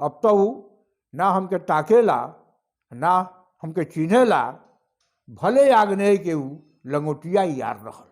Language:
Bhojpuri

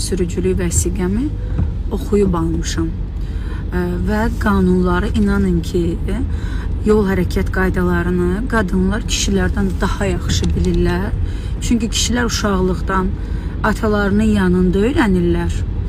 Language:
Azerbaijani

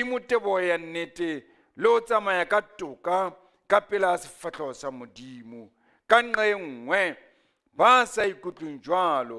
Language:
Southern Sotho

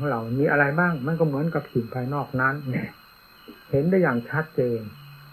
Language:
Thai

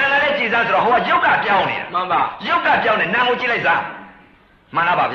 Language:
Burmese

